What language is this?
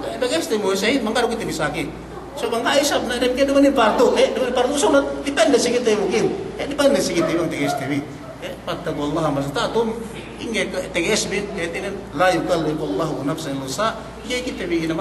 Yakan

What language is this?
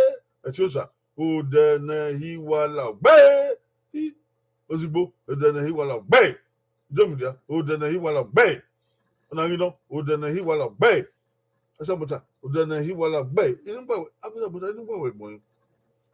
Bini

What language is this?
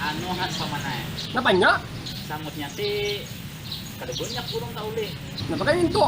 Banjar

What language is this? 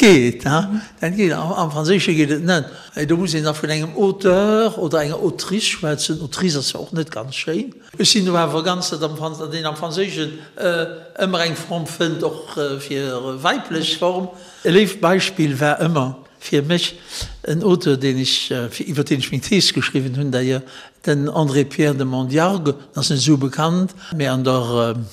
Luxembourgish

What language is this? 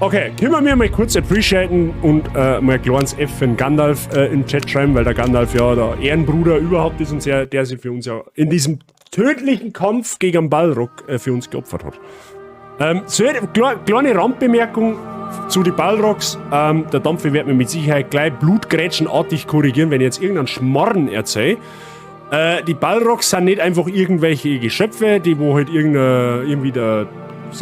Bavarian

